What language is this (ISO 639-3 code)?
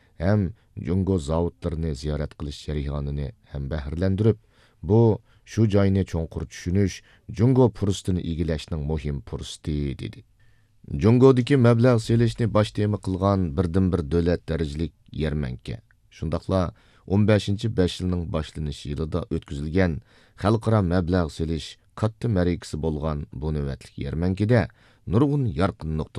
uig